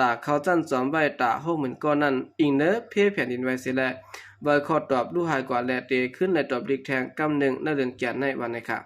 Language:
Shan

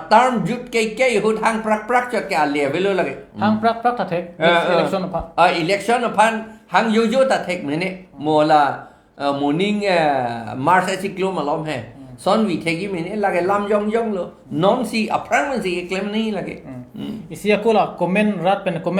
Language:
Karbi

